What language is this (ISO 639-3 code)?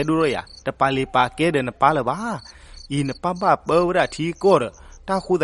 ksw